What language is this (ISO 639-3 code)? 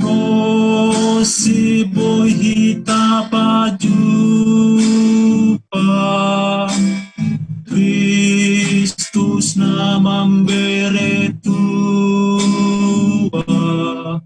bts